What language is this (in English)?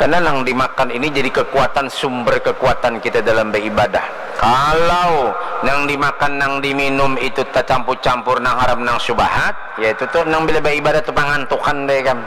Banjar